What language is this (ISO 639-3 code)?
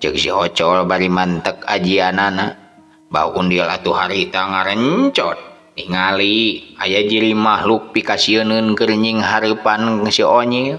sun